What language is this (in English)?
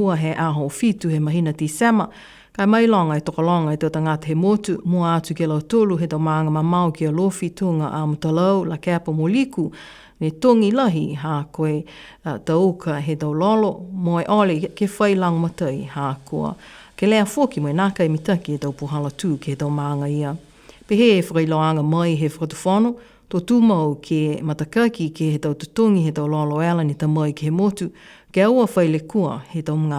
Niuean